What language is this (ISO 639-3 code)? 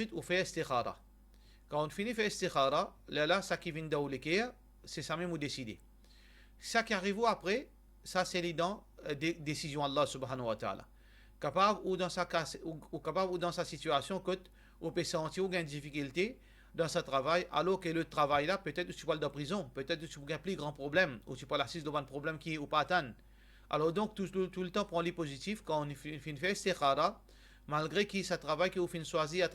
mfe